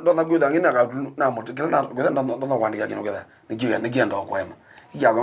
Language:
Kamba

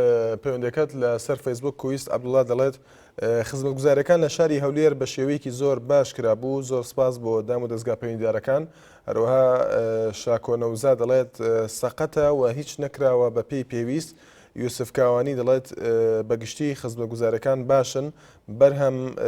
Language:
Central Kurdish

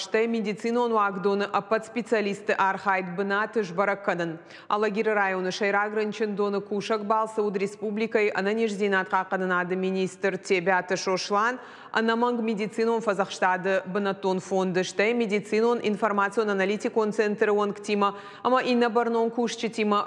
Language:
Ossetic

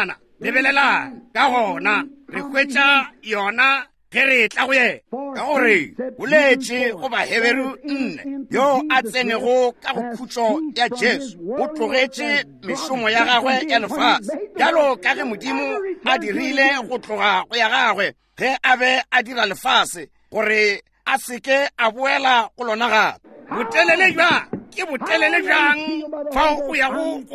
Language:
Northern Sotho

